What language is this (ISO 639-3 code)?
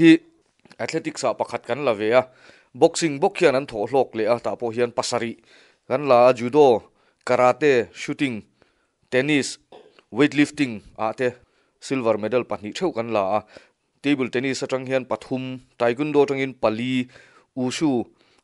lus